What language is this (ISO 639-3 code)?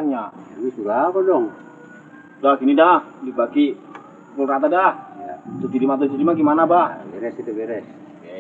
bew